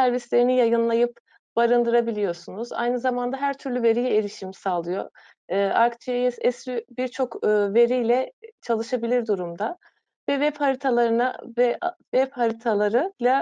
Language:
Turkish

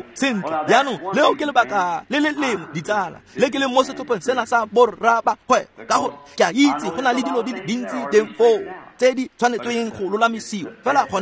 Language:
Tswana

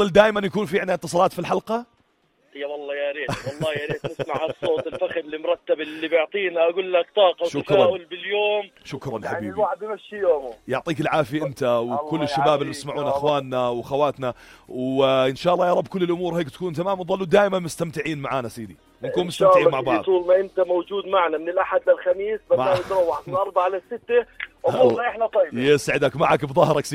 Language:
North Levantine Arabic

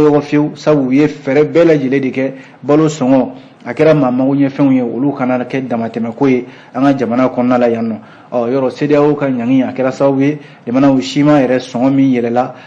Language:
Bambara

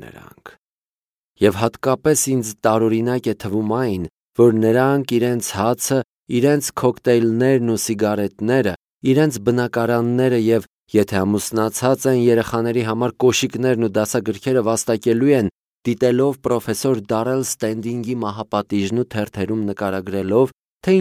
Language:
Armenian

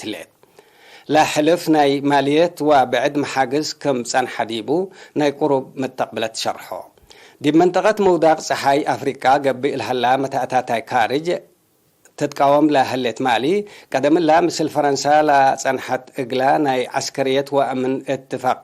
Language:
Tigre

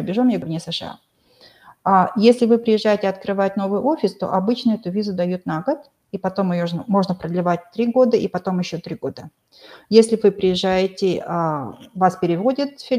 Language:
Russian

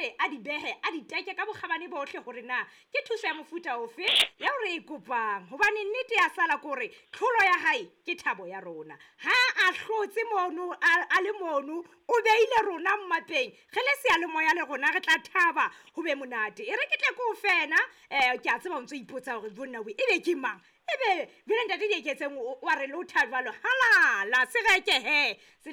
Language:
Southern Sotho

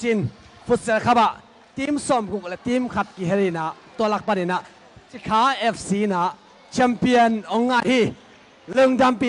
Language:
Tedim Chin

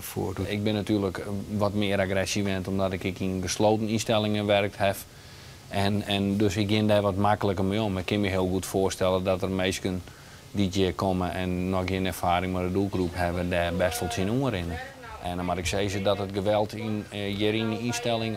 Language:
Western Frisian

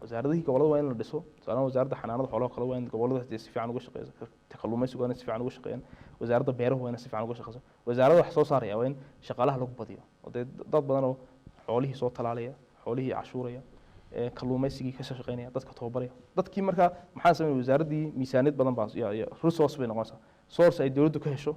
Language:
Somali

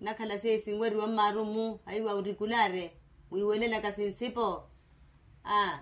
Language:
Makhuwa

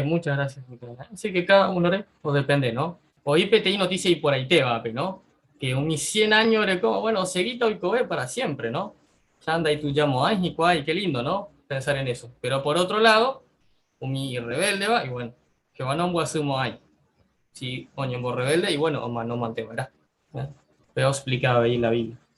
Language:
Guarani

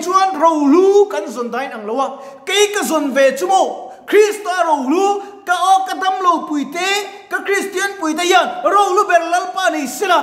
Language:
Mizo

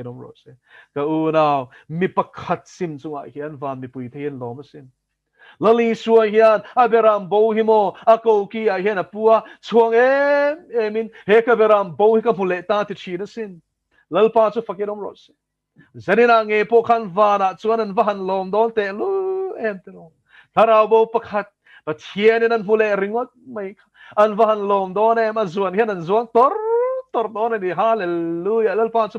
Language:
Mizo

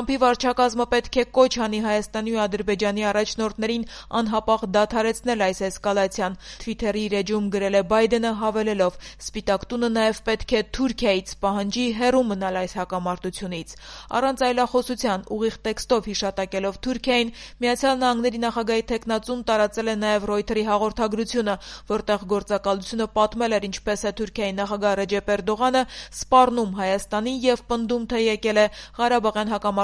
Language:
Armenian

